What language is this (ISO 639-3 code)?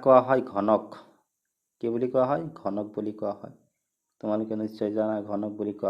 asm